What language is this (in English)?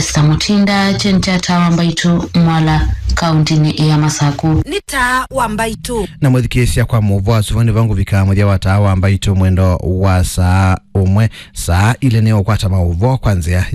Kamba